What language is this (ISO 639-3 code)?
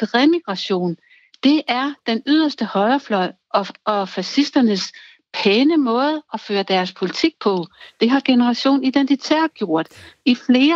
dan